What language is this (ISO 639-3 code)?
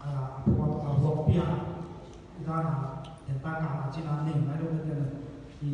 ctd